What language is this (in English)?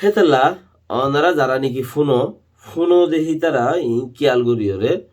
Rohingya